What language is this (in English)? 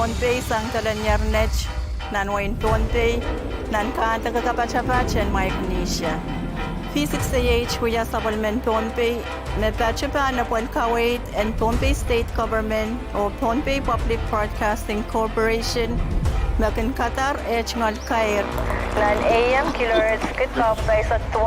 Pohnpeian